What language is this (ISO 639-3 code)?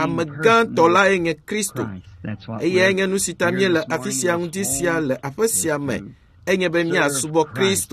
ewe